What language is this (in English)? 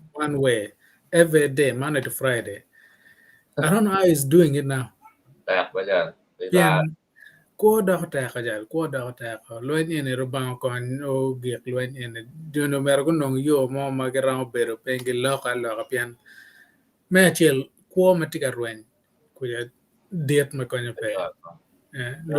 Acoli